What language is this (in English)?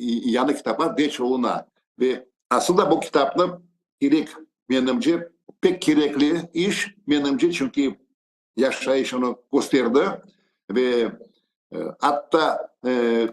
Crimean Tatar